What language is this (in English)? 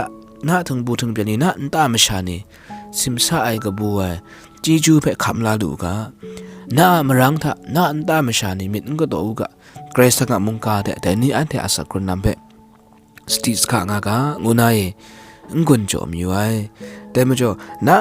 Kachin